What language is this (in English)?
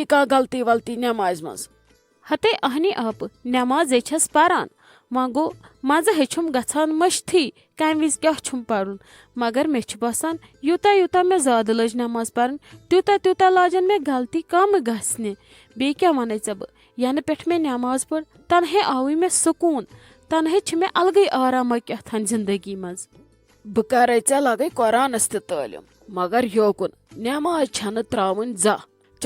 Kashmiri